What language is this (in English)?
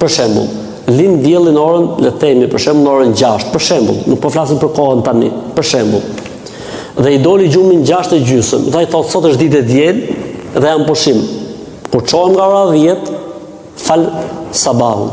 Albanian